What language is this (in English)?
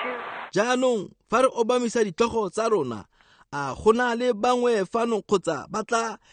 Tswana